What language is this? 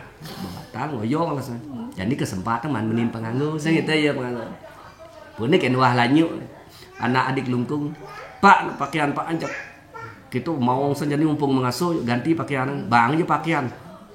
Balinese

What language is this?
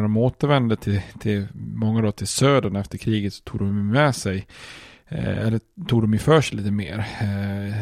Swedish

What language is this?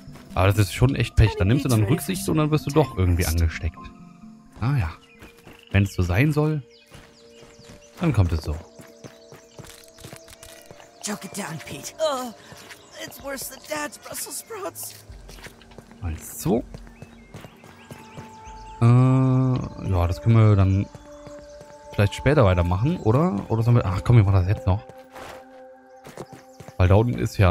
German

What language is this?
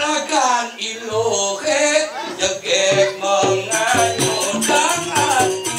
Balinese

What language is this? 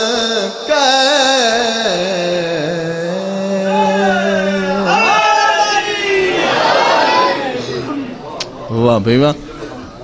Urdu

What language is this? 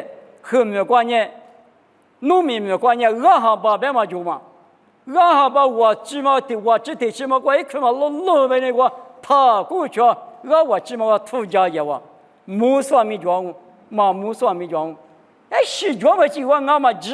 Lisu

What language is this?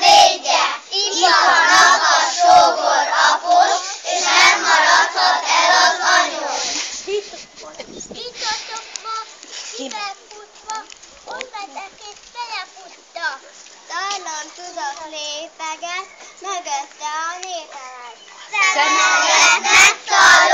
Hungarian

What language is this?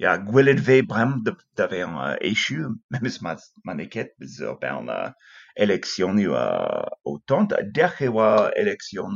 Breton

